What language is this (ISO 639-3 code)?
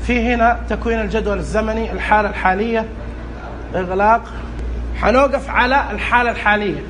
ars